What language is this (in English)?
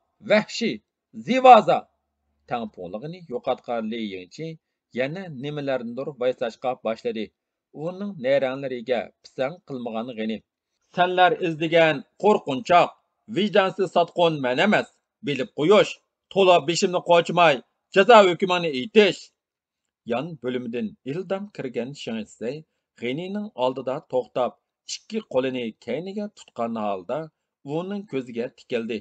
Uyghur